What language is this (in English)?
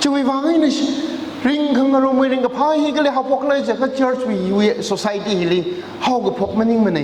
Tangkhul Naga (India)